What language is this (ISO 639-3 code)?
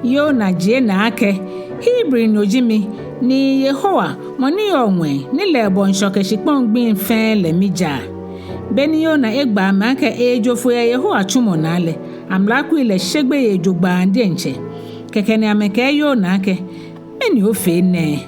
gaa